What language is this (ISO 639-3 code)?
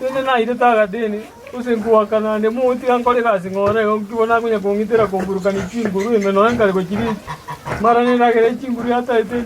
guz